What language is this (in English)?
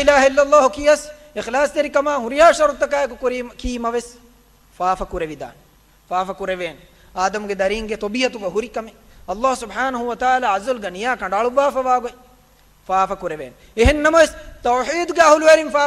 Divehi